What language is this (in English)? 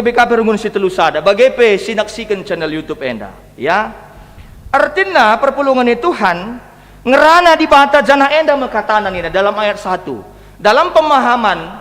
Batak Karo